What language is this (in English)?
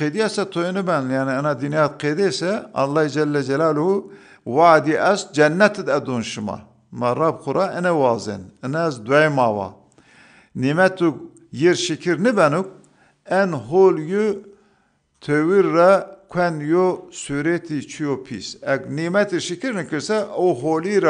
Zaza